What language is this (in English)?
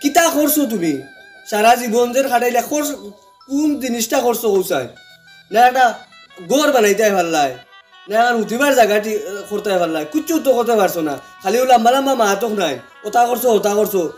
Sylheti